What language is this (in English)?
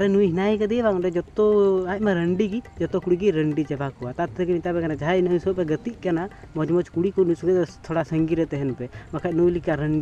Santali